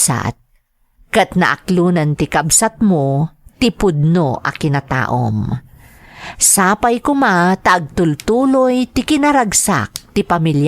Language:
Iloko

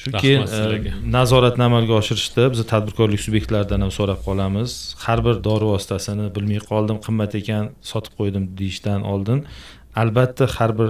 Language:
Uzbek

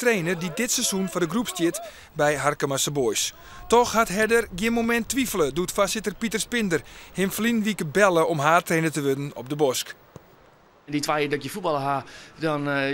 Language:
Western Frisian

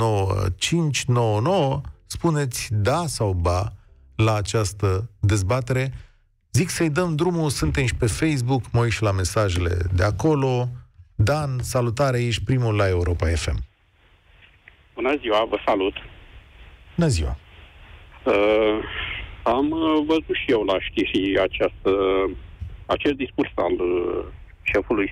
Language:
Romanian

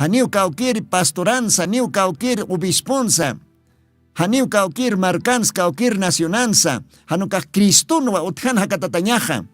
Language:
Aymara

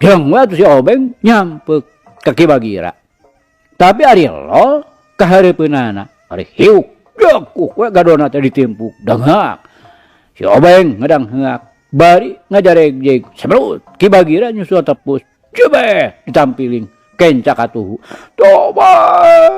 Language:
Sundanese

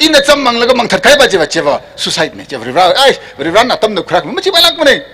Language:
Tangkhul Naga (India)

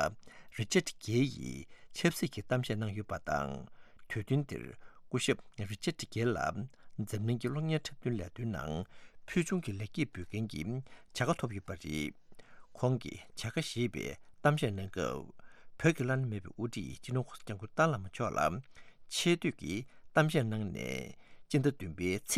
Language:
Tibetan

